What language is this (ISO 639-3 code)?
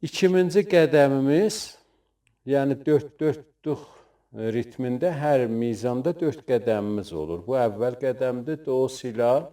azb